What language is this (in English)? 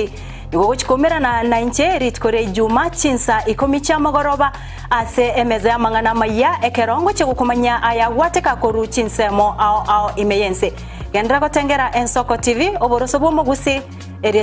Gusii